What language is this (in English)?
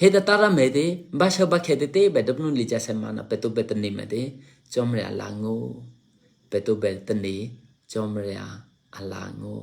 Eastern Kayah